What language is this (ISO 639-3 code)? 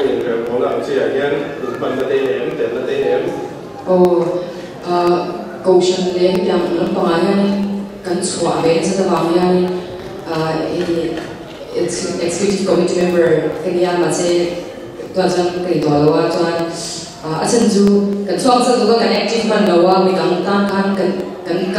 lus